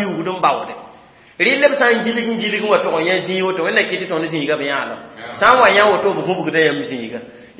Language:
Mossi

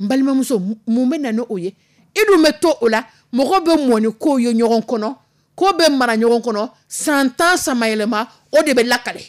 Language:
Dyula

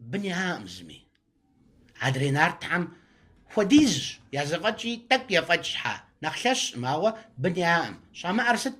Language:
Kabardian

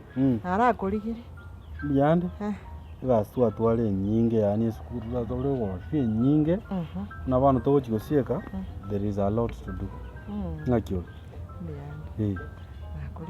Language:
Gusii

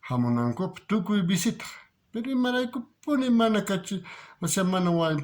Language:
South Bolivian Quechua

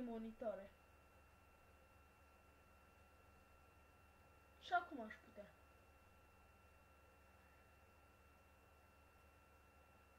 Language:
Romanian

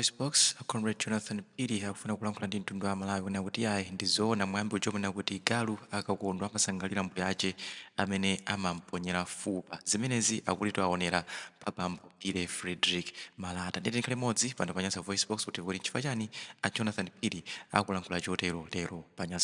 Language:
Nyanja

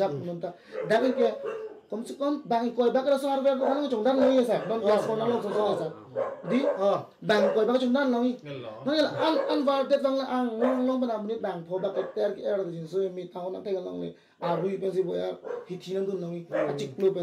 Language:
Karbi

